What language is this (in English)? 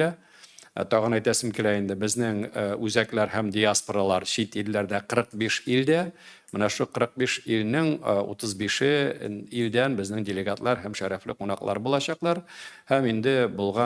Tatar